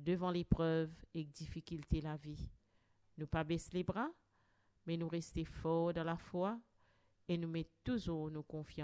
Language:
Morisyen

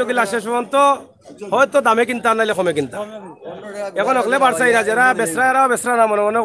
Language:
Sylheti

